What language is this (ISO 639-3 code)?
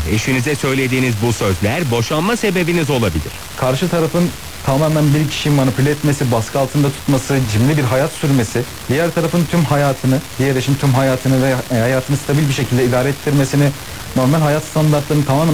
tur